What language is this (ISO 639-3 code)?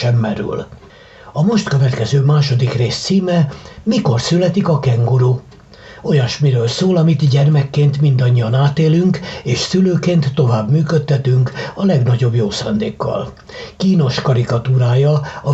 hun